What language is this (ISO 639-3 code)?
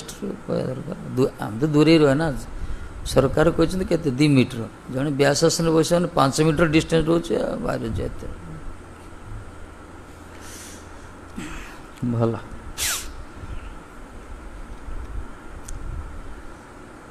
ori